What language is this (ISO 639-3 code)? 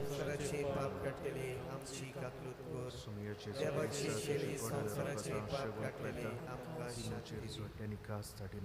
kok